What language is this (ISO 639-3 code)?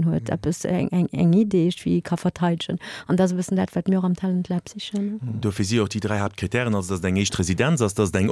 ltz